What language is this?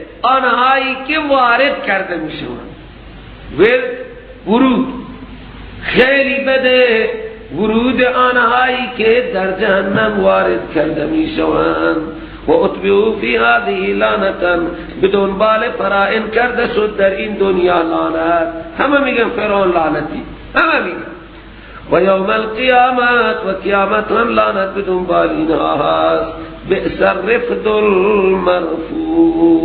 Persian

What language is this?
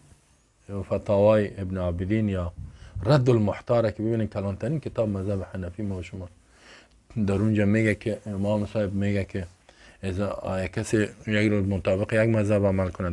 Persian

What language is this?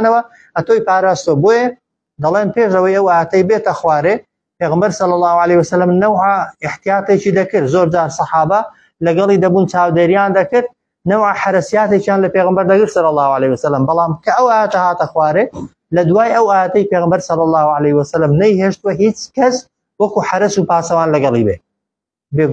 Central Kurdish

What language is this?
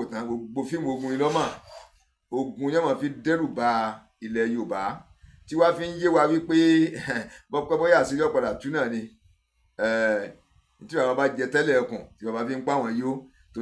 Yoruba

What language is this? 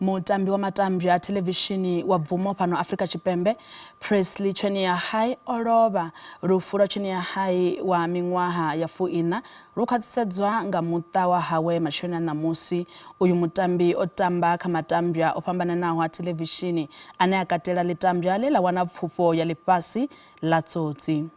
Venda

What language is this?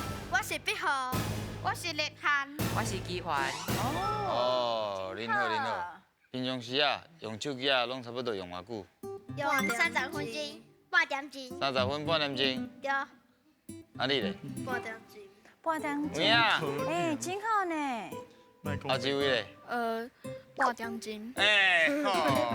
Min Nan Chinese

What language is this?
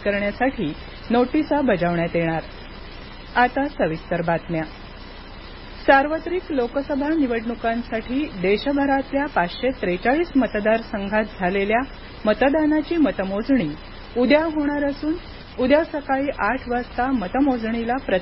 Marathi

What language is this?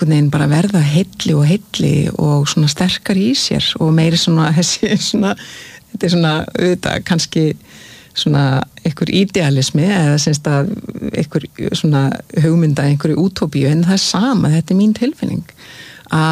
Icelandic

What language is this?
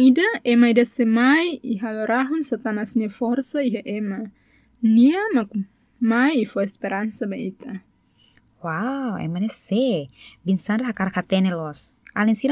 Tetum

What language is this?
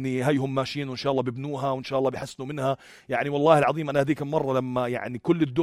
North Levantine Arabic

